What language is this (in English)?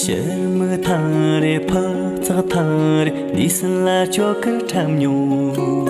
Tibetan